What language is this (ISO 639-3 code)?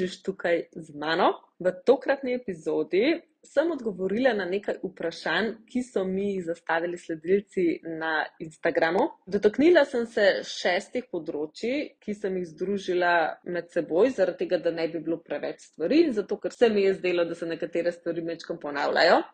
slv